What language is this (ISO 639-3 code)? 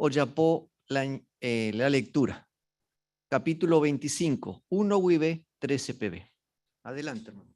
grn